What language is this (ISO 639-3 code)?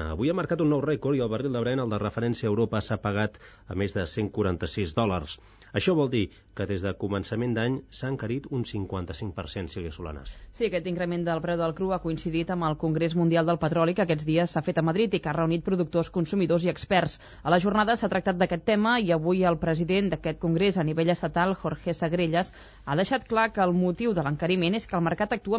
cat